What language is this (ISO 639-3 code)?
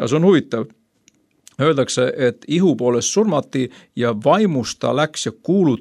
est